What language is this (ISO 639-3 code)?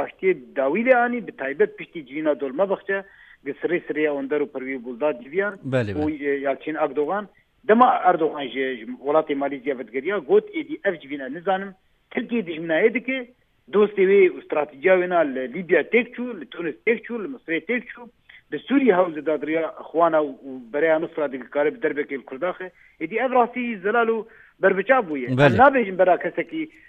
kur